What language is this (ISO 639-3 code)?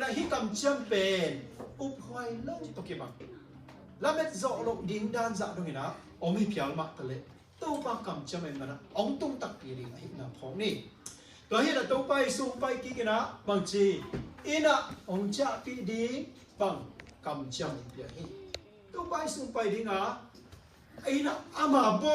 ctd